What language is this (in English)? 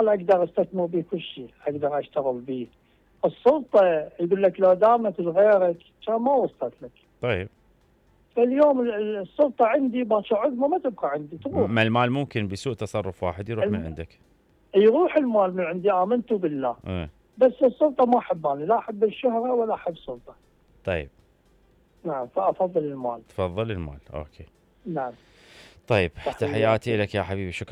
Mesopotamian Arabic